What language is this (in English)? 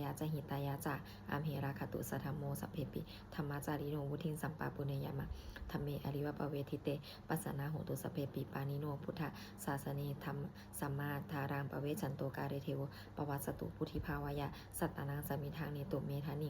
Pali